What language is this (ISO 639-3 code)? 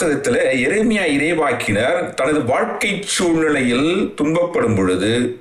tam